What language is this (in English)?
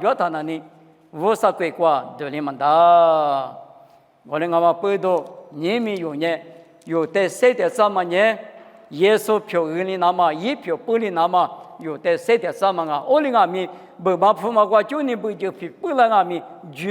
Lisu